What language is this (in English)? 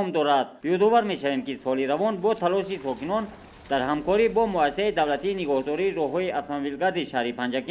Tajik